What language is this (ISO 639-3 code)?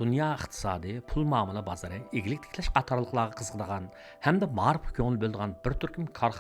uig